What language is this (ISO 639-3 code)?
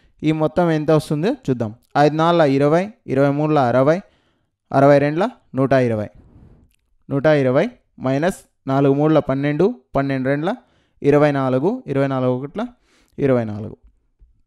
tel